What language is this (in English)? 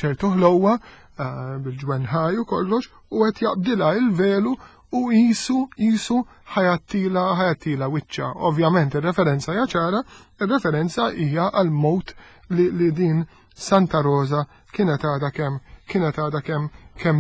Maltese